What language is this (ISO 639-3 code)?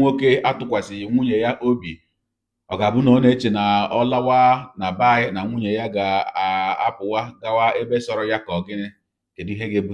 ibo